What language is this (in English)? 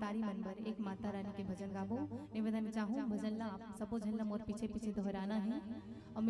Chhattisgarhi